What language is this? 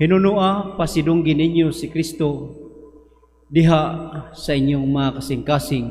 Cebuano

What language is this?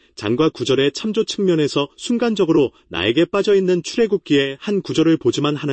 Korean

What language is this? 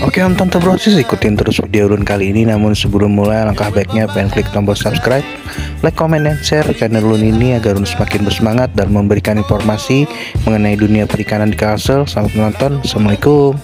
Banjar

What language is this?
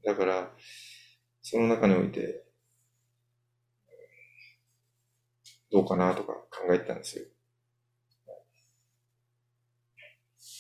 Japanese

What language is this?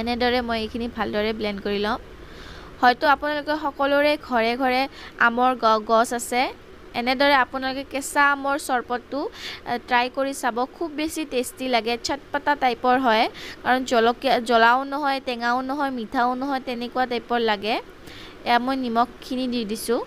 Assamese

